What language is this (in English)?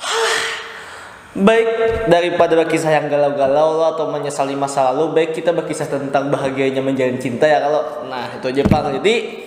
Banjar